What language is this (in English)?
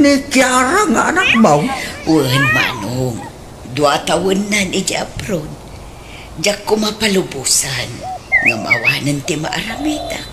Iloko